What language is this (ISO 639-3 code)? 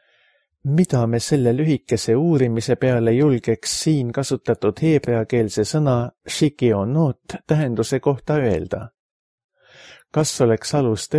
est